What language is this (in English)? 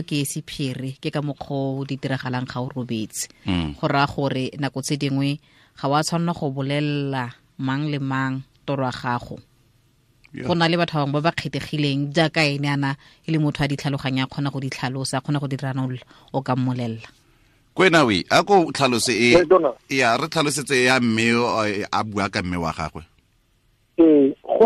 Tswana